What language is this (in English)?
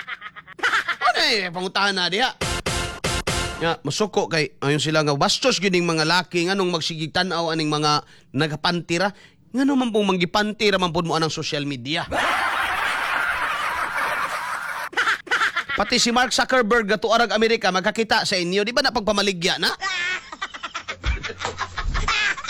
Cebuano